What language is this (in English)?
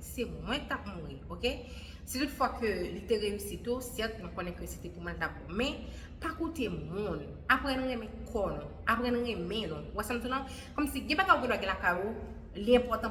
Haitian Creole